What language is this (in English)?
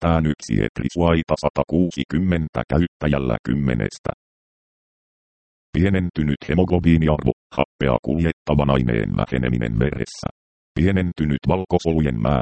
Finnish